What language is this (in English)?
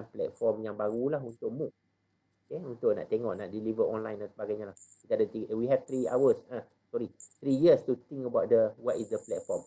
Malay